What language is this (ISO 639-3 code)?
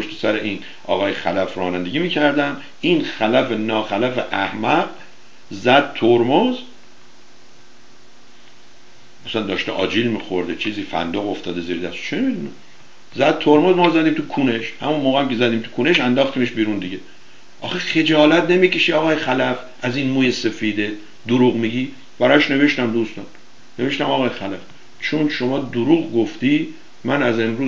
fas